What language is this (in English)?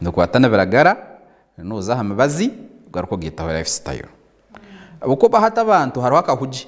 Nyankole